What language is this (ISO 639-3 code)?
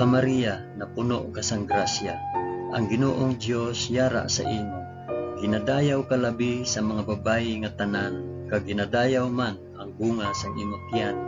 hil